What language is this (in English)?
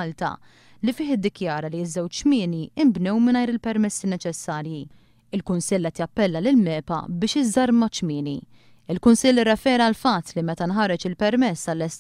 Maltese